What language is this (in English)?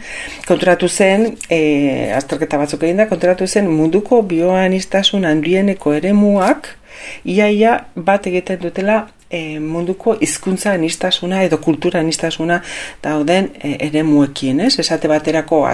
Basque